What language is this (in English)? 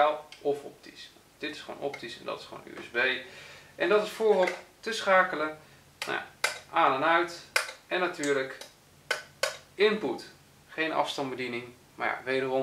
Dutch